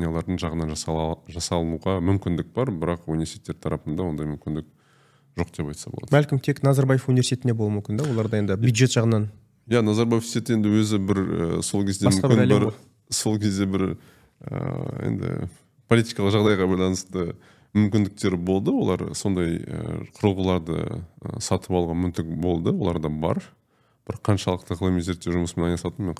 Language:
Kazakh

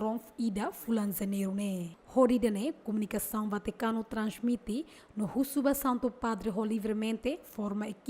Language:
Tetum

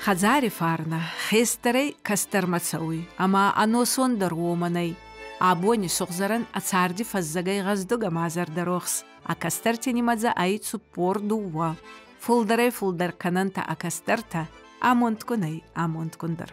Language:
Ossetic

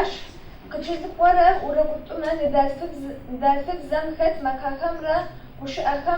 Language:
Adyghe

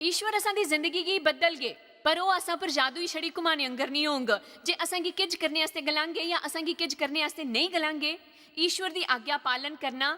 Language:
Dogri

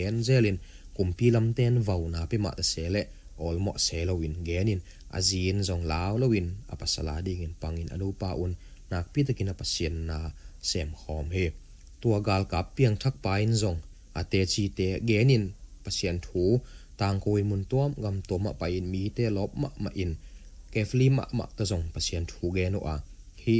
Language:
Tedim Chin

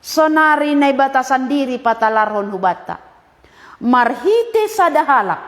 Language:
Batak Simalungun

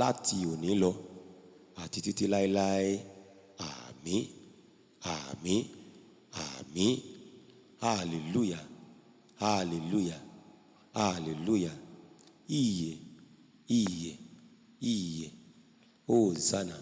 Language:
Yoruba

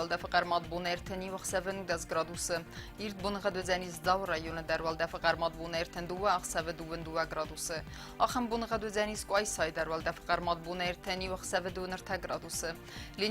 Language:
Ossetic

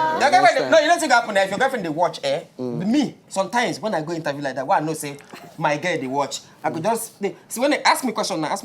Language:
Nigerian Pidgin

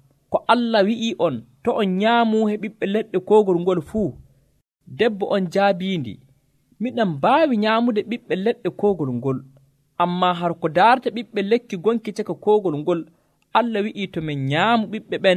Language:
Nigerian Fulfulde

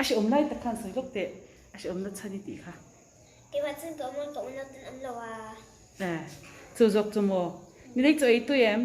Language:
Mizo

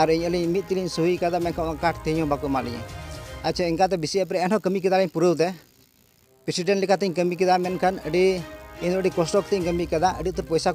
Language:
Santali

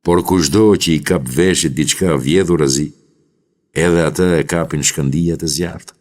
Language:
Albanian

